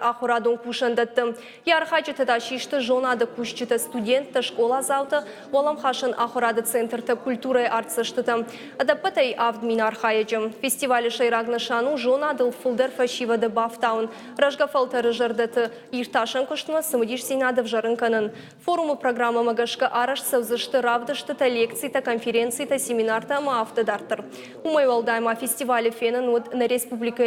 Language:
Ossetic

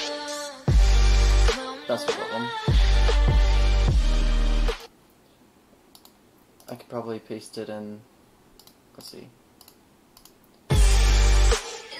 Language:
English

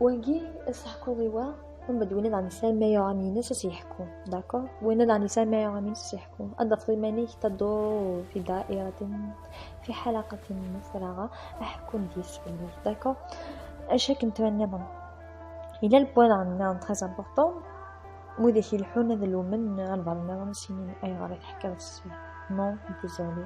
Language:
Kabyle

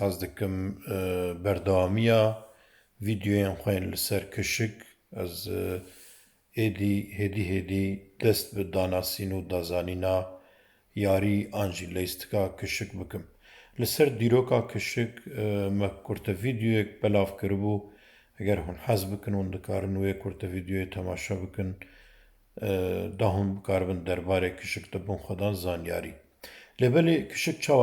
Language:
Kurdish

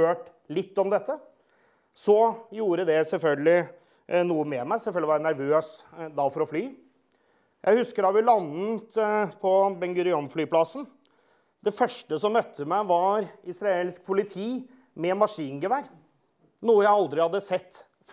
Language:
Norwegian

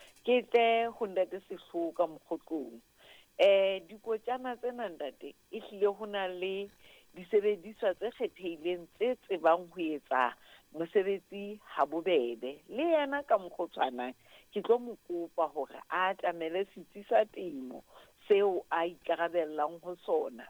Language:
Southern Sotho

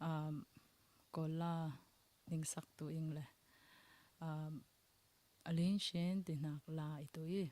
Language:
Falam Chin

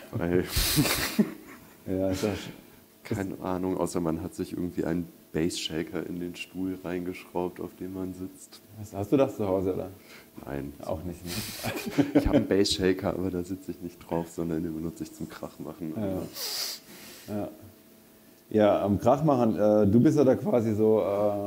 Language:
German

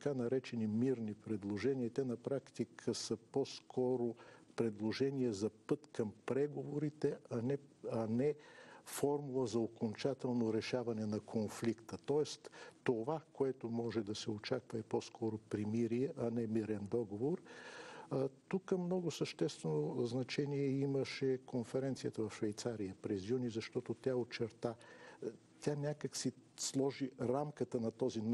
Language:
Bulgarian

